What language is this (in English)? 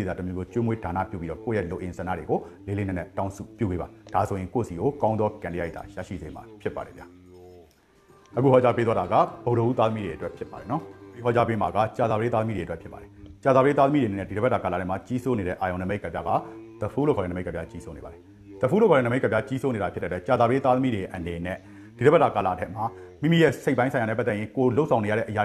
Burmese